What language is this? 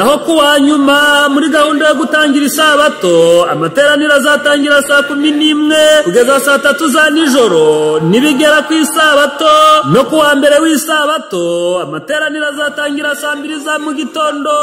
Kinyarwanda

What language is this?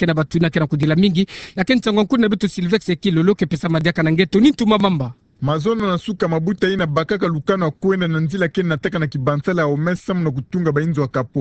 Kituba (Democratic Republic of Congo)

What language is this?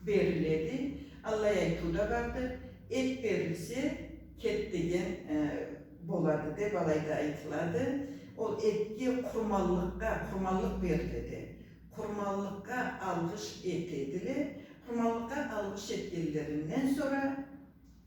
Karachay-Balkar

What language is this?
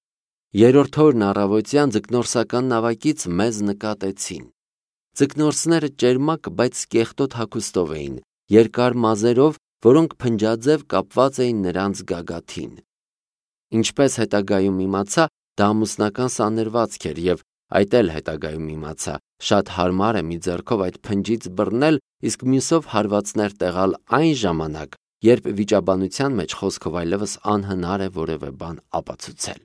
Armenian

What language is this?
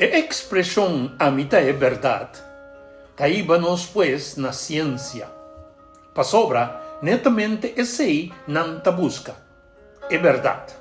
Papiamento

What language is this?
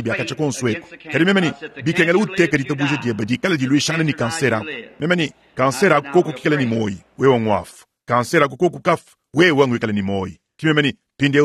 Luba-Lulua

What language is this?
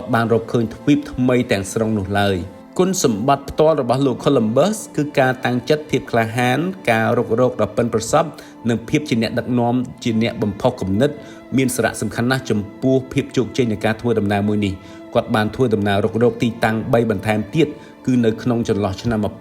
Khmer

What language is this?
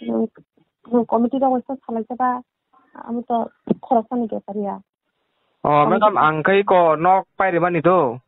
Kok Borok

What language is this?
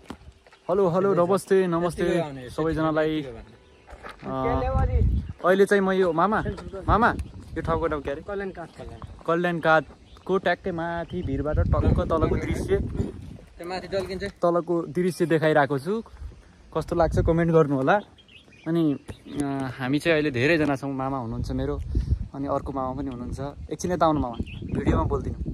Nepali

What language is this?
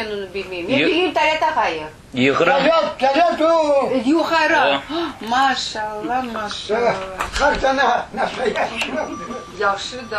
Crimean Tatar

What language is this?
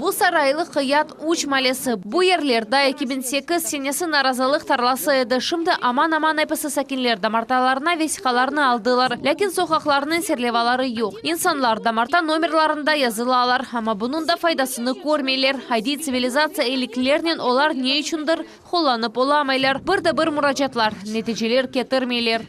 Crimean Tatar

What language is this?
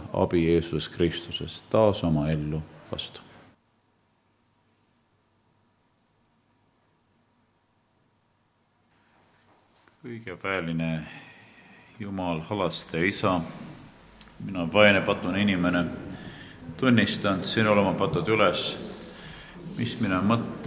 Estonian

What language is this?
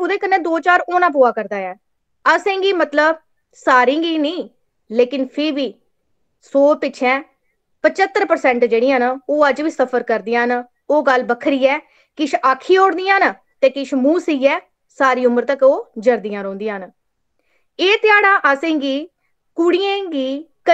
Dogri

